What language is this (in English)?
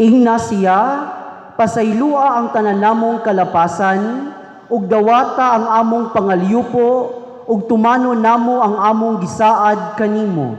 Cebuano